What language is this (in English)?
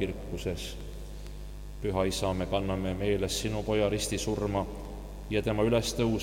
Estonian